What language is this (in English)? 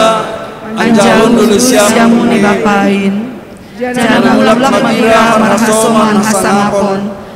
Batak Simalungun